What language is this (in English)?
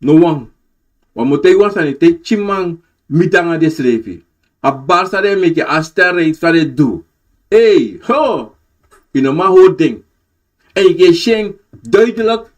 Sranan Tongo